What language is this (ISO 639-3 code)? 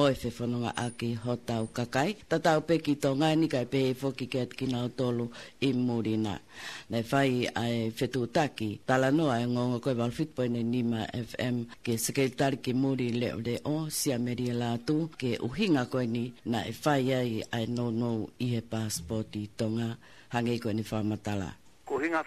ton